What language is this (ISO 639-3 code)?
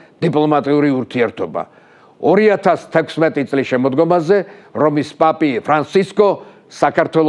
kat